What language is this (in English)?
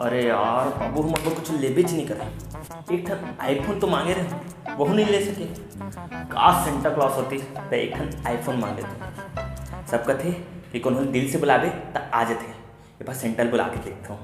Chhattisgarhi